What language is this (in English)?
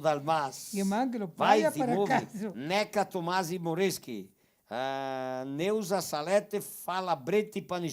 Venetian